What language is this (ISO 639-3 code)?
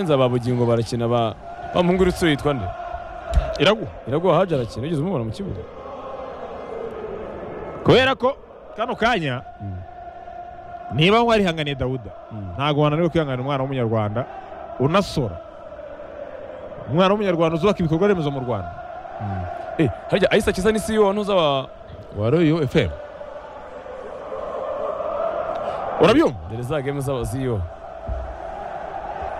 kin